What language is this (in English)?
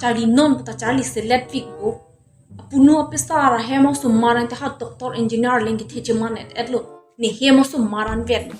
Karbi